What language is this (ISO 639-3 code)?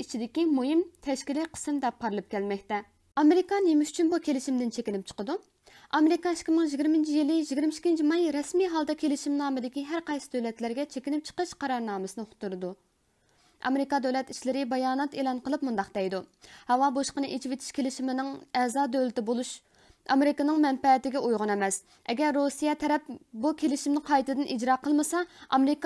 uig